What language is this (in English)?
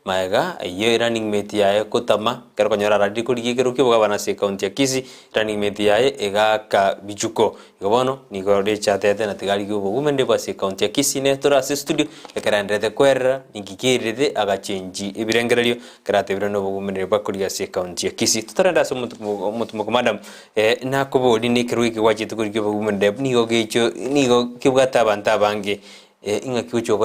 Gusii